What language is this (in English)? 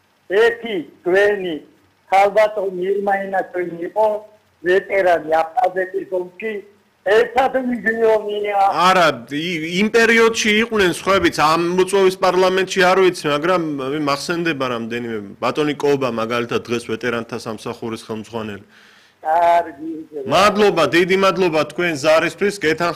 Georgian